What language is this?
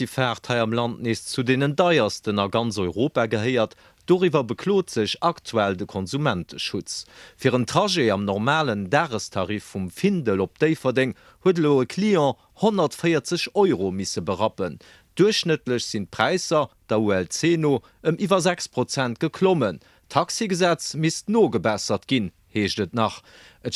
Luxembourgish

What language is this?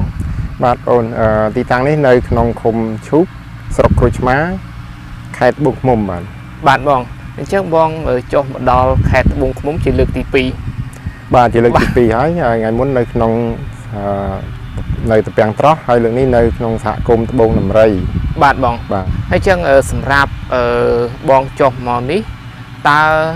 Khmer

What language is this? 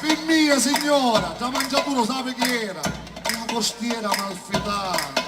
Sicilian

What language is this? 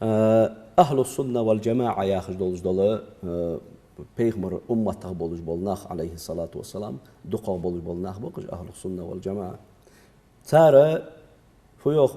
Ingush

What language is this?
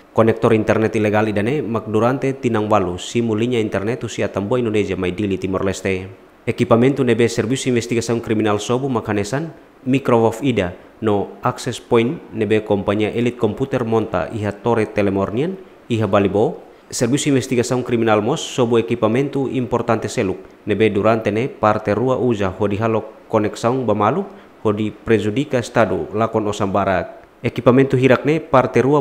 Tetum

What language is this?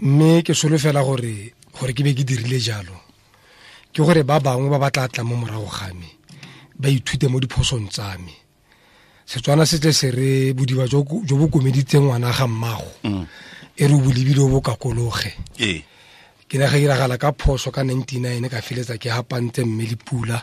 Tswana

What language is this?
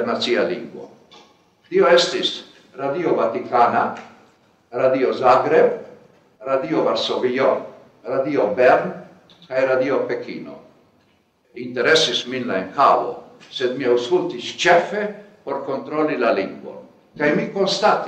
Esperanto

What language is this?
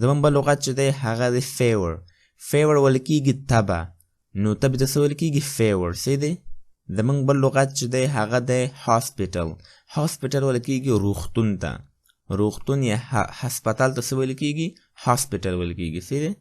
Pashto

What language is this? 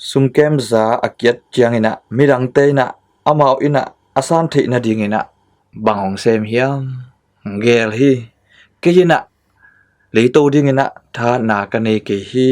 Tedim Chin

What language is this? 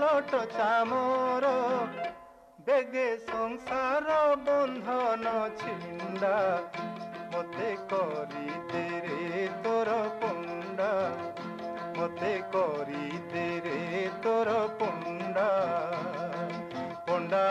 Odia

